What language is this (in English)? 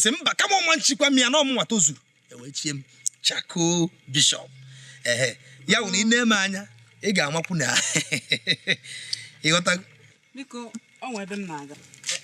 Igbo